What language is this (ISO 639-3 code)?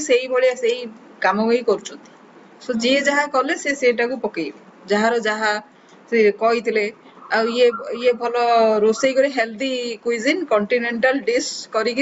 ori